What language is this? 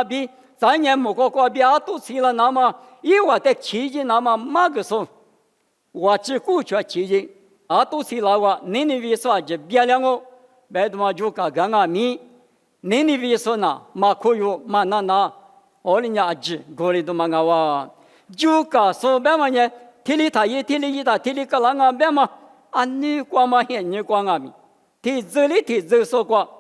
Lisu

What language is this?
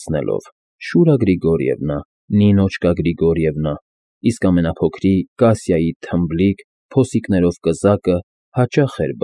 Armenian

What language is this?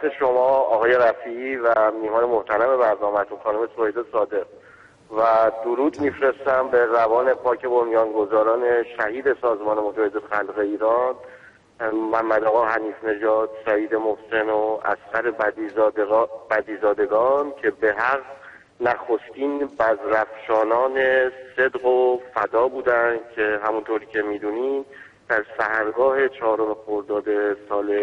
Persian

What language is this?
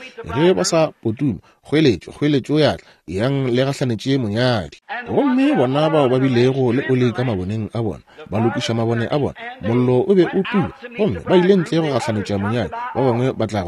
Northern Sotho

